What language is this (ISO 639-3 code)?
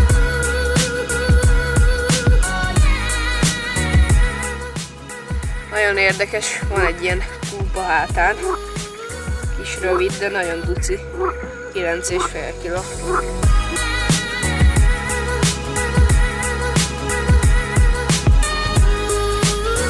hun